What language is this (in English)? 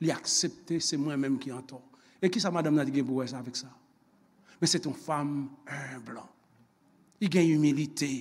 Haitian Creole